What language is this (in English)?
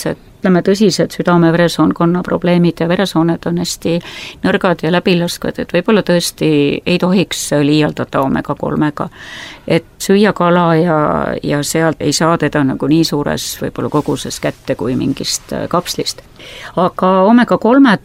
Estonian